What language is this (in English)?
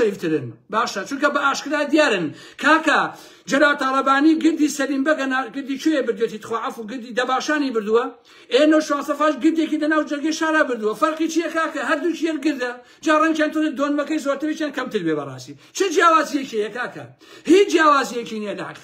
Central Kurdish